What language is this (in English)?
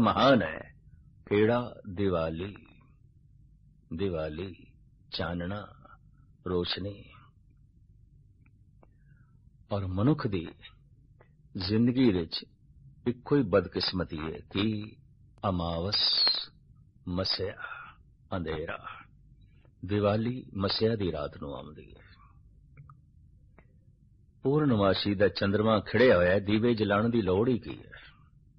Punjabi